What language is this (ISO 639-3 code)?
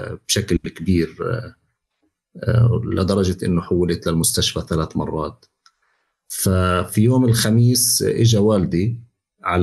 apc